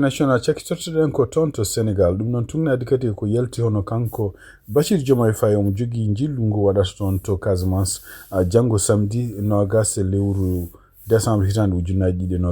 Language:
Fula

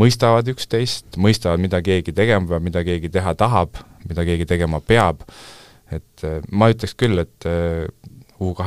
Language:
Estonian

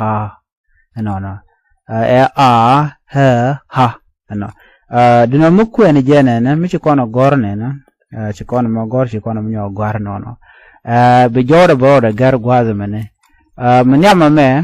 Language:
Nuer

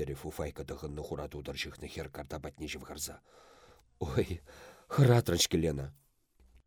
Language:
Chuvash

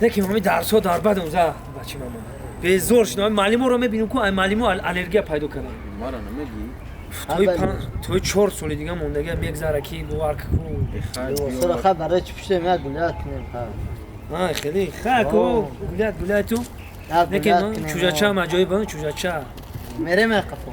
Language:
Tajik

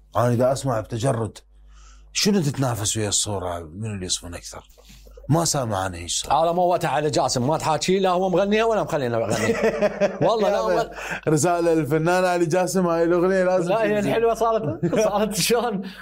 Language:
Mesopotamian Arabic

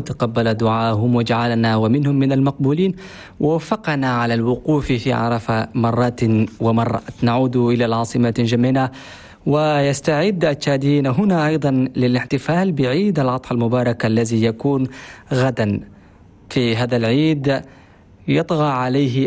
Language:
Chadian Arabic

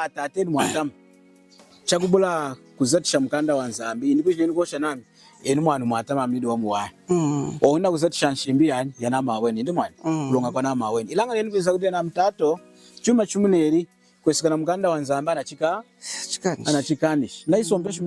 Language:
Lunda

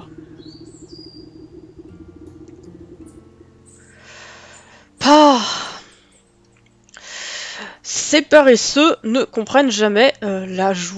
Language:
French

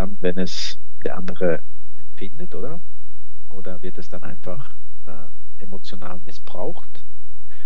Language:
German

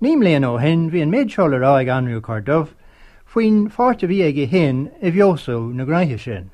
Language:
Irish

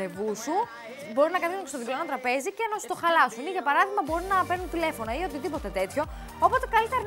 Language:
Greek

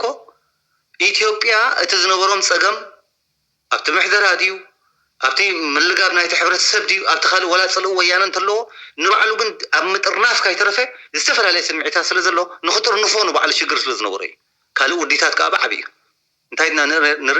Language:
Tigrinya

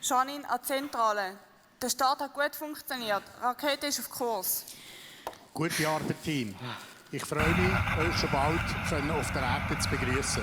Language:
Swiss German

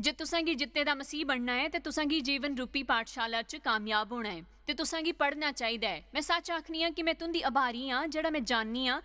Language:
Dogri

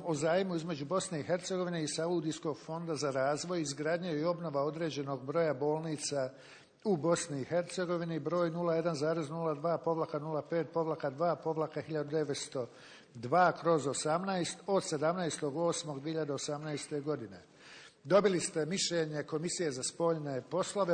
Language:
Bosnian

